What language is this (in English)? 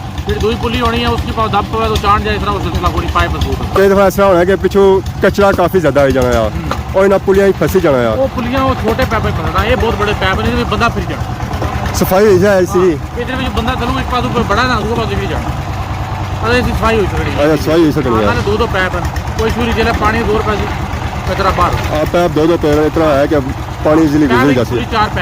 Pahari-Potwari